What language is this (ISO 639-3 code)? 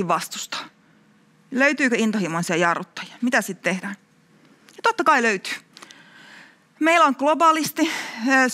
fin